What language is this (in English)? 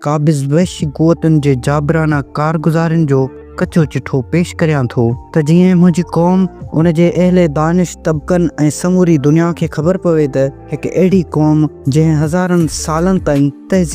Sindhi